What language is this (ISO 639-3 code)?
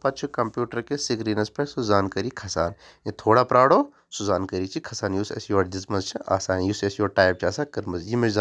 kas